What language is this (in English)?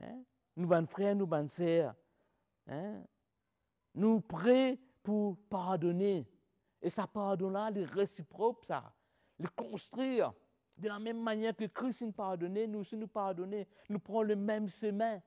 Morisyen